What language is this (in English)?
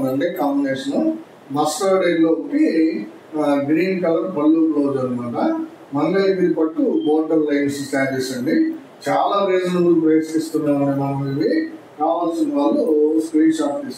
Telugu